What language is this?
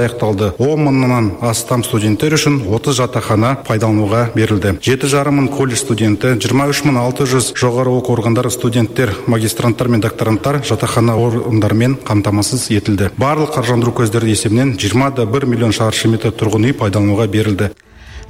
Kazakh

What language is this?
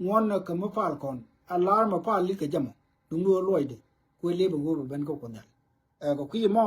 Nuer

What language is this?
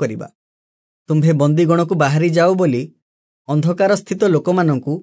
Odia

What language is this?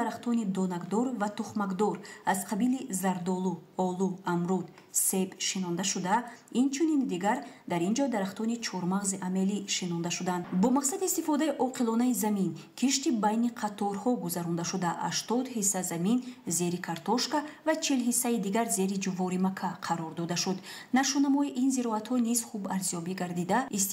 Tajik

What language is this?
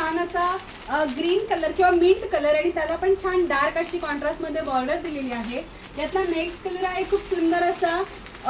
Marathi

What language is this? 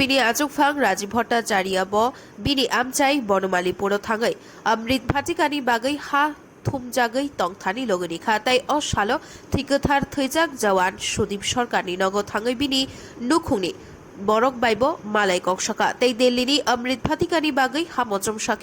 Kok Borok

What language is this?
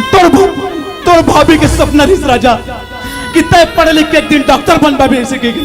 Chhattisgarhi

